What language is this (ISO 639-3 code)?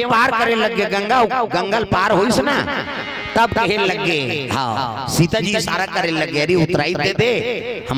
hne